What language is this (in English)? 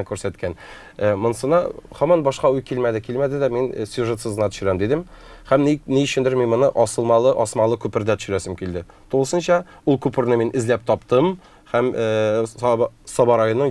Tatar